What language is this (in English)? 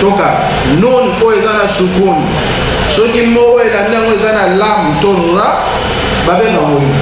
Lingala